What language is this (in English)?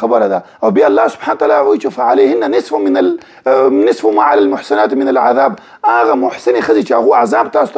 Pashto